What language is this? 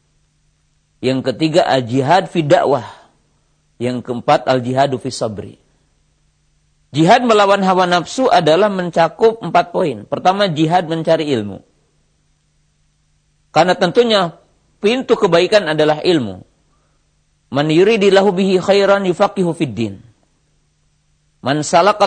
Indonesian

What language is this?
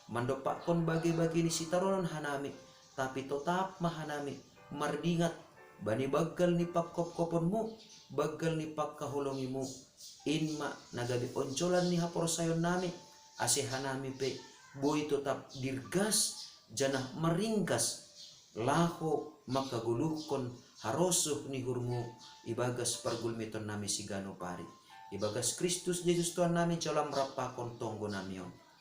Batak Simalungun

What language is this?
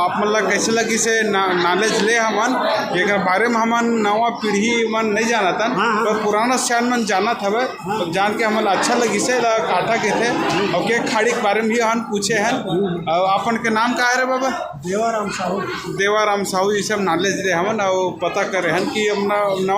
Chhattisgarhi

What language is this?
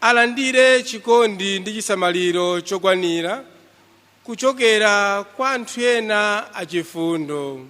Nyanja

